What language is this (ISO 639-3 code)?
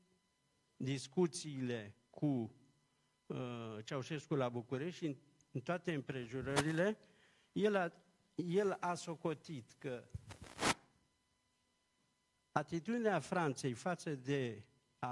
ron